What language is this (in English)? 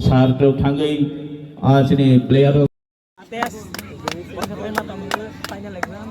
Kok Borok